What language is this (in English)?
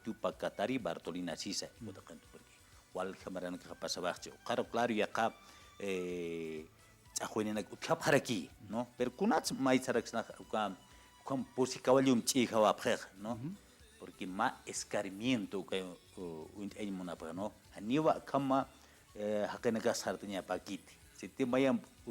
Aymara